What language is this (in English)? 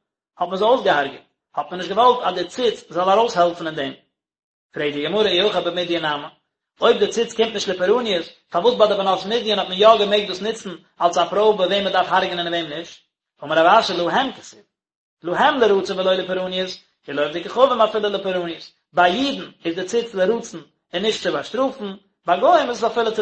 Yiddish